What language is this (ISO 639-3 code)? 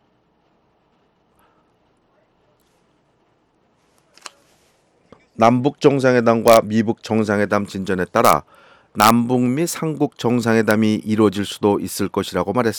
kor